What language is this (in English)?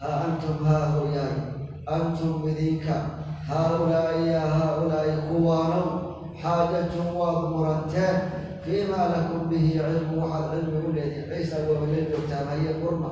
Somali